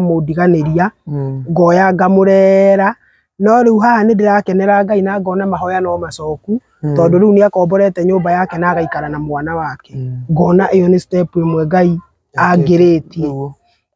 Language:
Kikuyu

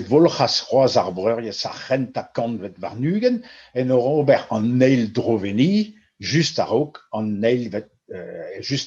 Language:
Breton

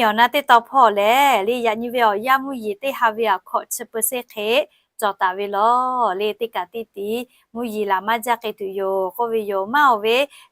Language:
Lahu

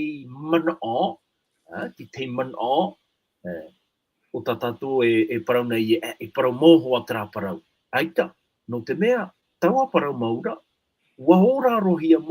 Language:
Tahitian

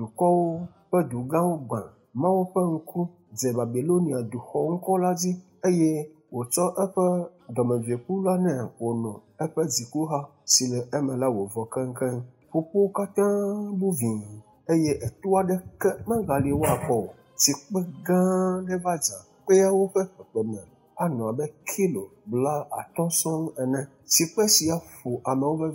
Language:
Ewe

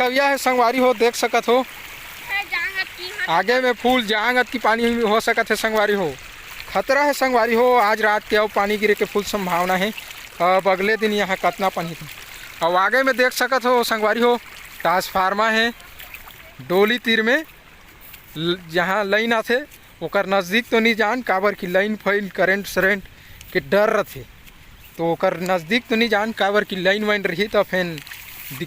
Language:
Chhattisgarhi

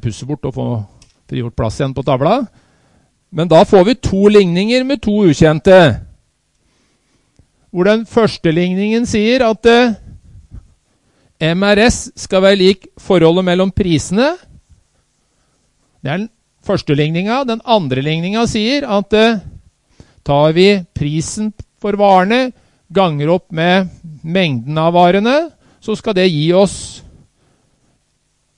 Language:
Norwegian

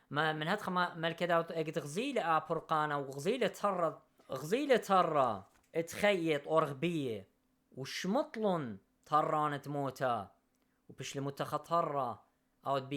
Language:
Assyrian Neo-Aramaic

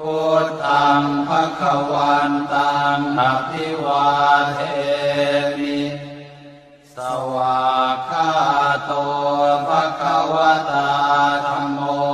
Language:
Pali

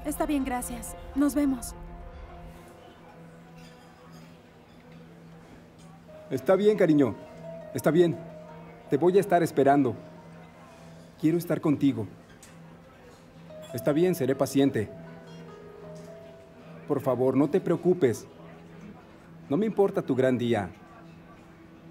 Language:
Spanish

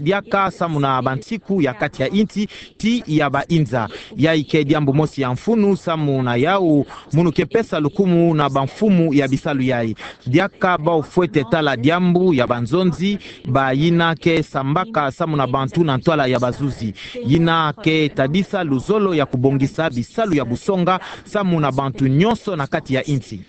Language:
Kituba (Democratic Republic of Congo)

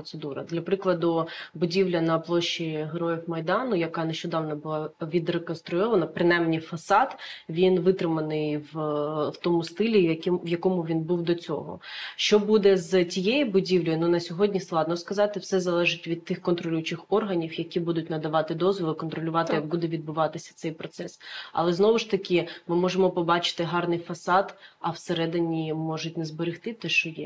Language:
Ukrainian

